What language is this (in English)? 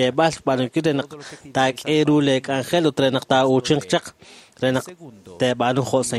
Kekchí